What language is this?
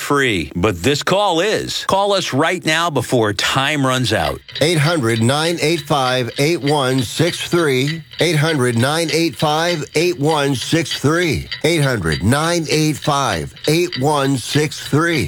English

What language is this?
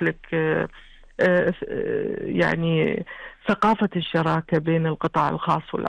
Gulf Arabic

